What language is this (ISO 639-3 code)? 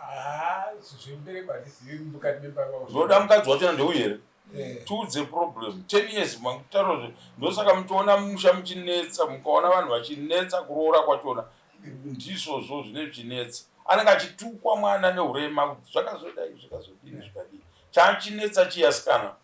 sna